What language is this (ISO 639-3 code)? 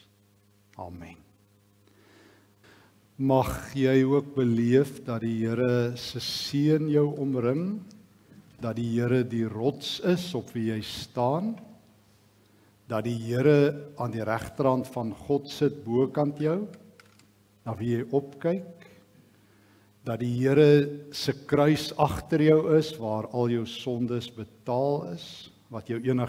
afr